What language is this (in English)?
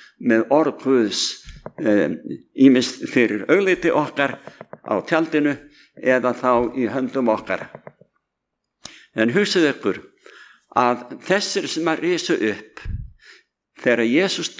Icelandic